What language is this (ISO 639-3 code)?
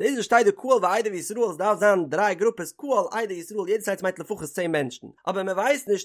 yid